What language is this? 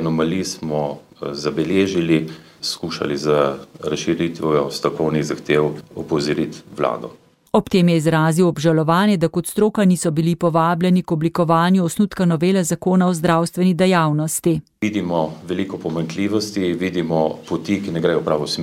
Slovenian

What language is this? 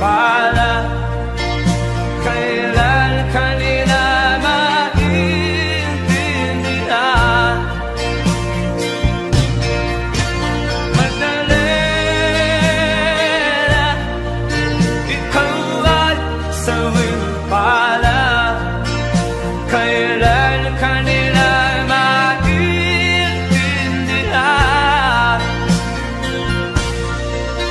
Filipino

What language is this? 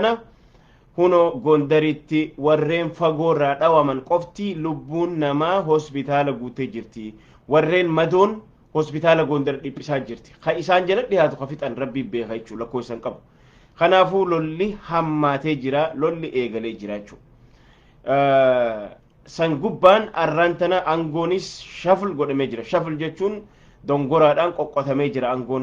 Oromo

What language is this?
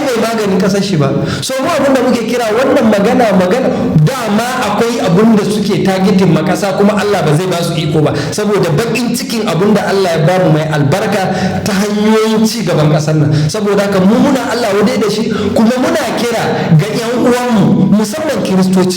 Hausa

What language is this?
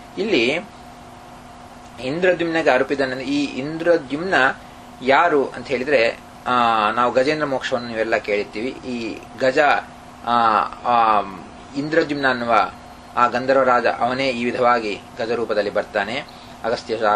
Kannada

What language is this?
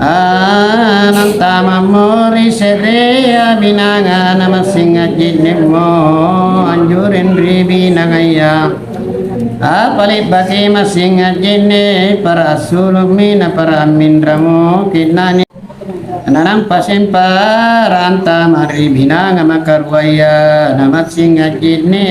Makasar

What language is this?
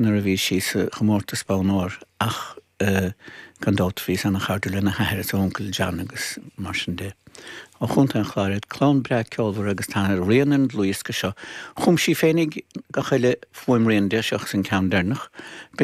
Irish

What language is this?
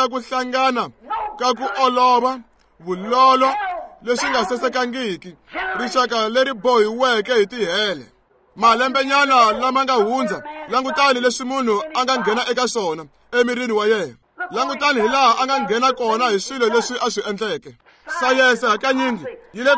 Tsonga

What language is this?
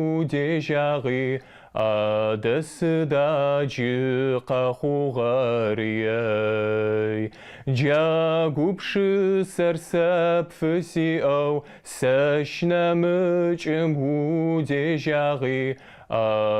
Adyghe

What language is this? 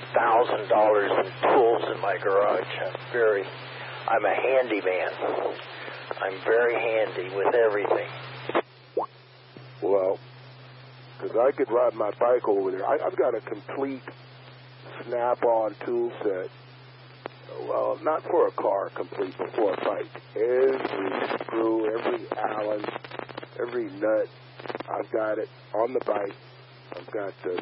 English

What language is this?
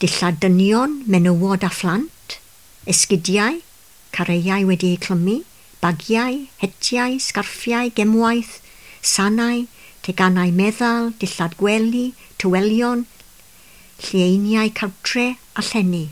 Welsh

